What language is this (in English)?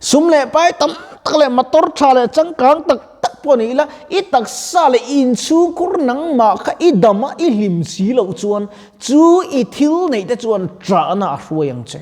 Mizo